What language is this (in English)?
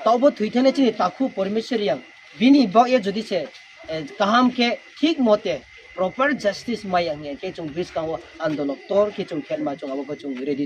Riang (India)